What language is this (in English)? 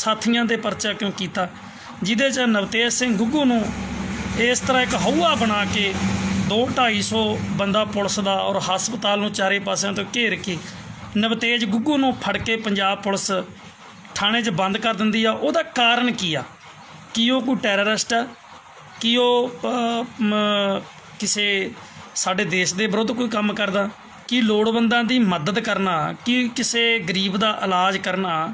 Punjabi